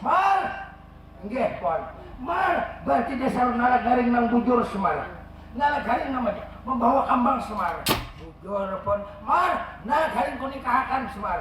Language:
Banjar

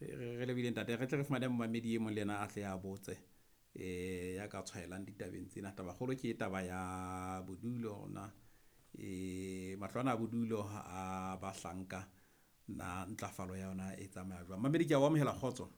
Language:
Southern Sotho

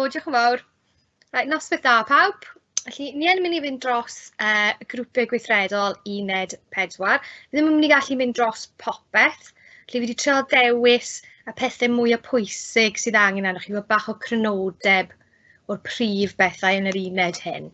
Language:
Welsh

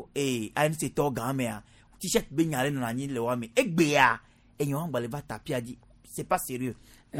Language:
Gen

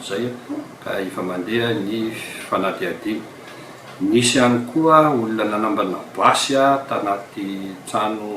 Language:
Malagasy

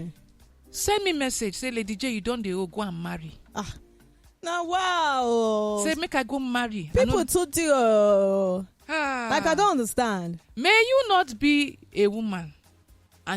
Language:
Nigerian Pidgin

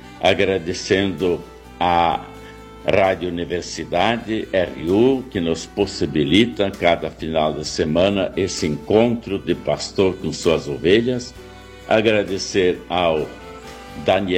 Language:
Portuguese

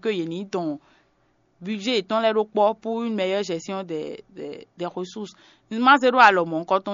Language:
Fon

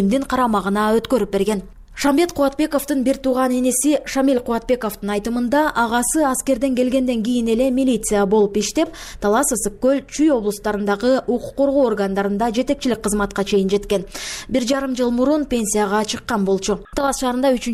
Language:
Kyrgyz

